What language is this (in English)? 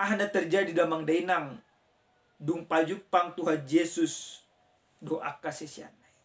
Batak Toba